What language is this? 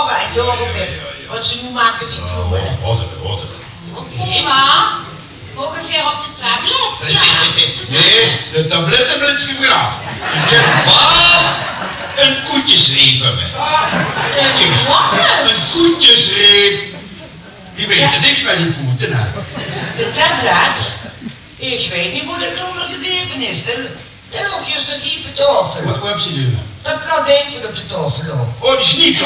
Limburgish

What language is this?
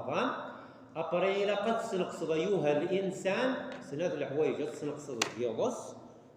Kabyle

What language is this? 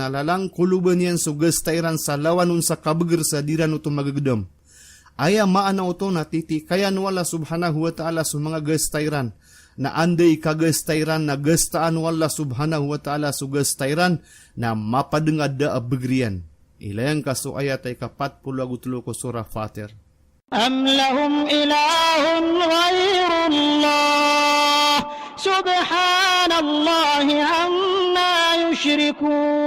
Maranao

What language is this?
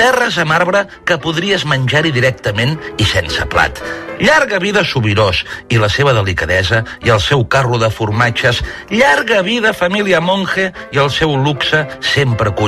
Catalan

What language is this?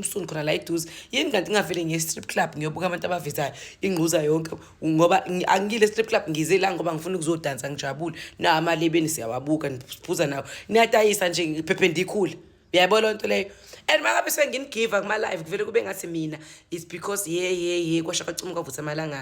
Zulu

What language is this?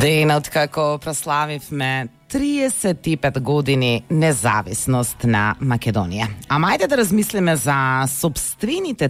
Macedonian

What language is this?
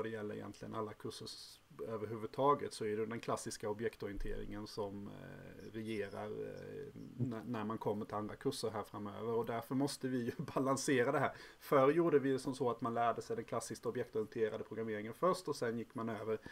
Swedish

